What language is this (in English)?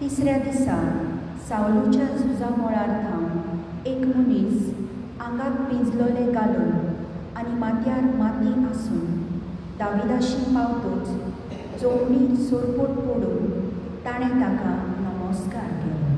Konkani